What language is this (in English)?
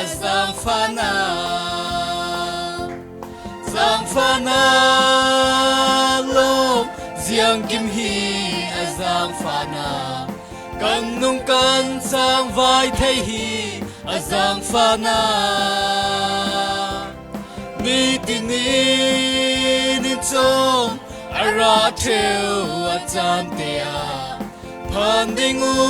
Falam Chin